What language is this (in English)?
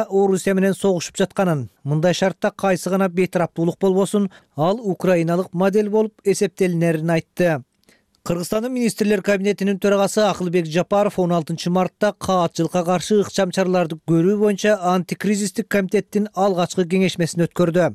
Kyrgyz